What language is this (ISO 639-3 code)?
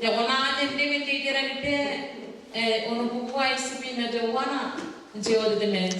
gil